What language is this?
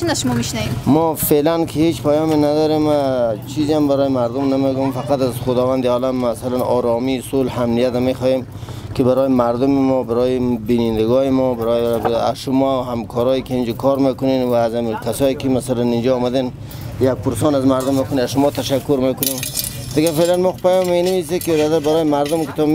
Persian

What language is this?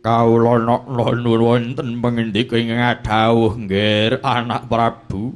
Javanese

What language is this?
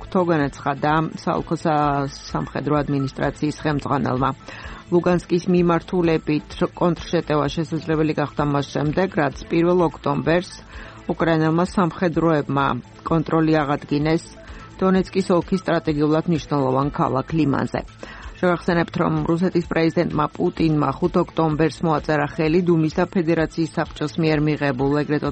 Georgian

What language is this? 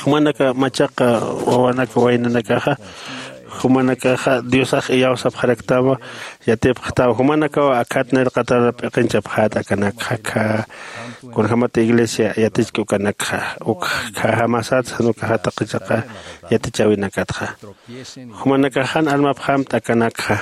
Aymara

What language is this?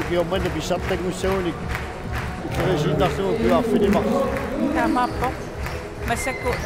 Kalaallisut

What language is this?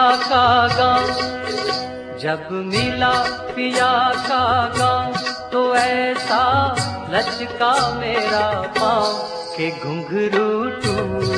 Hindi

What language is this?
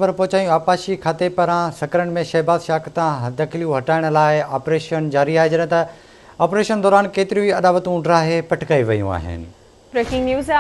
Sindhi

